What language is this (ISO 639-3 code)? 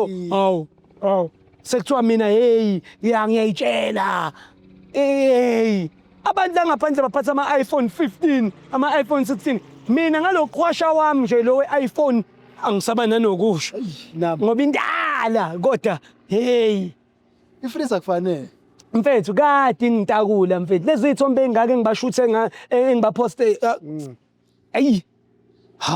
zul